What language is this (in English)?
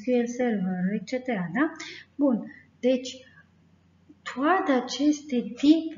Romanian